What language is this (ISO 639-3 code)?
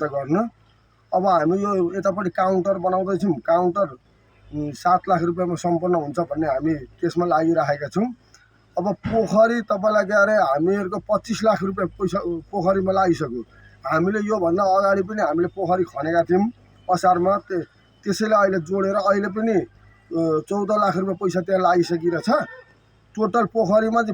nep